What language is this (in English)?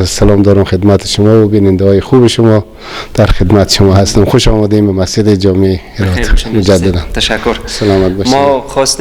Persian